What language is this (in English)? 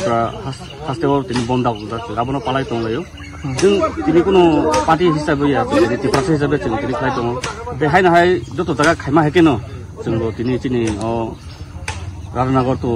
Kok Borok